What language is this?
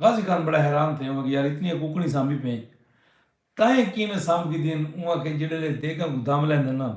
Saraiki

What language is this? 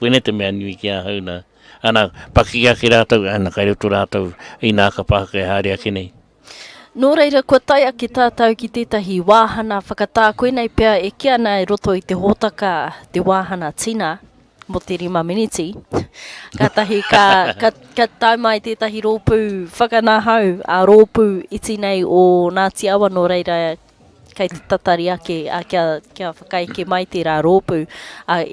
Māori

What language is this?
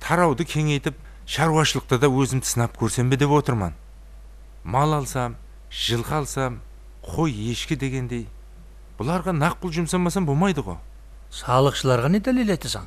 Kara-Kalpak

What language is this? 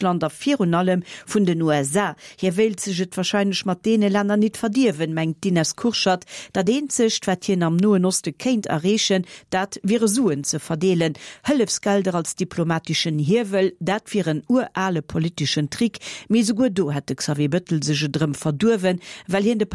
Luxembourgish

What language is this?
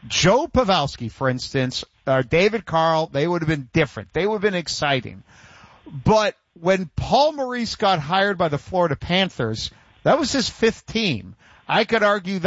English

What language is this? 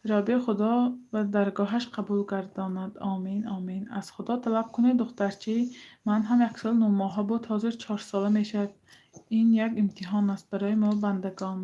Tajik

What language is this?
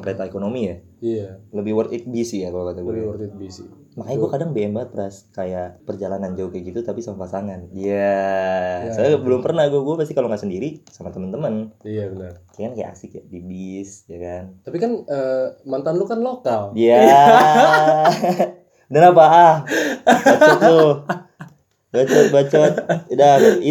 Indonesian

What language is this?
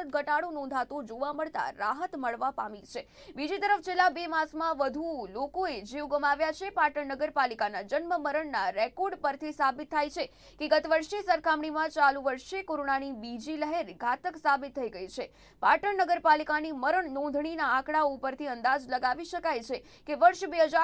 Gujarati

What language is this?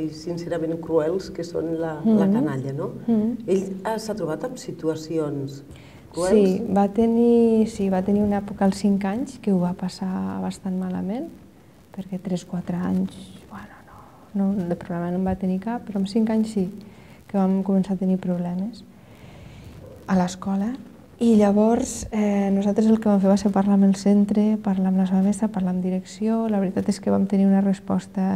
Catalan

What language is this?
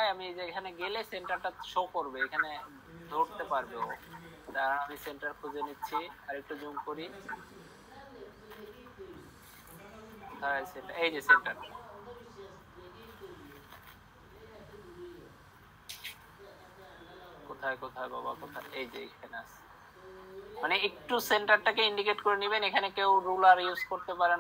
Bangla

